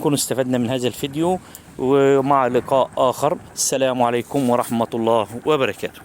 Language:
Egyptian Arabic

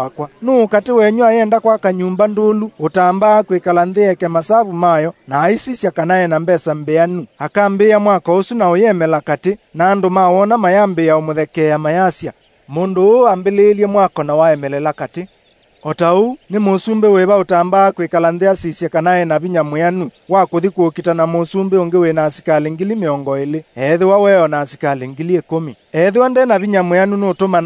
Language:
Kamba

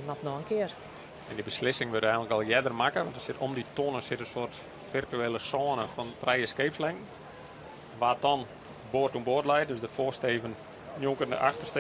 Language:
Western Frisian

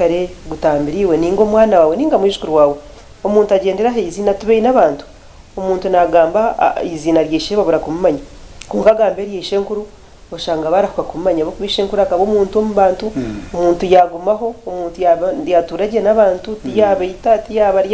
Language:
Nyankole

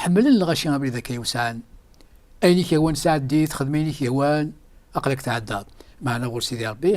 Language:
Kabyle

